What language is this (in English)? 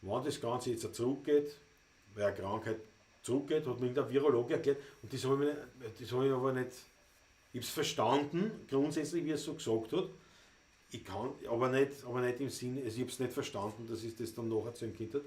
Bavarian